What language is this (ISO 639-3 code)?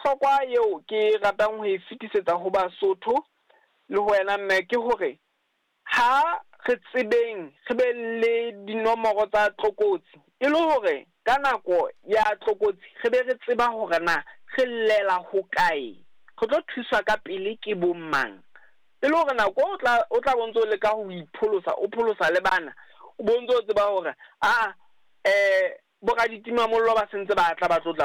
sot